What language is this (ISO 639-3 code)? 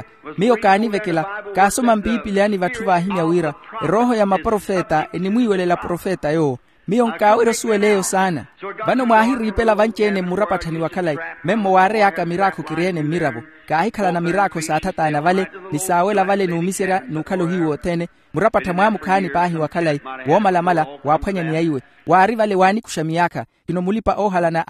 vmw